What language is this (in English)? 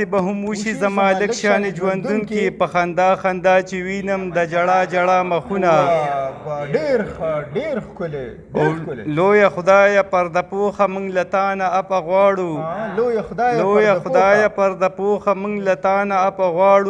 Pashto